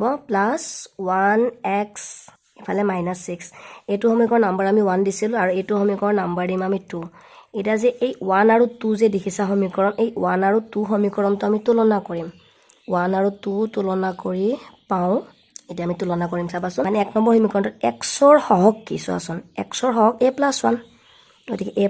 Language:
Assamese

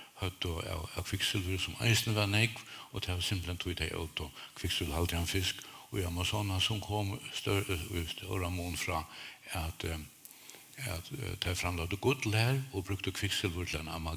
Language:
Faroese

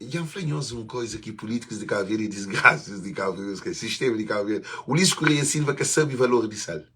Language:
Kabuverdianu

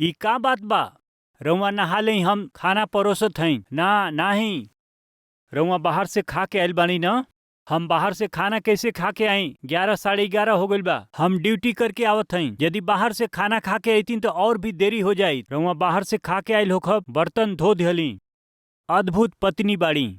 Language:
Bhojpuri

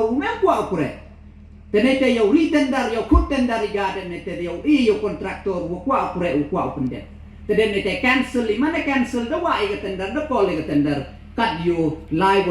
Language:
Pnar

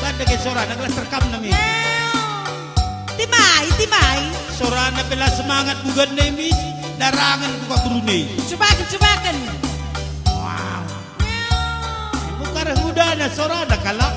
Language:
Batak Karo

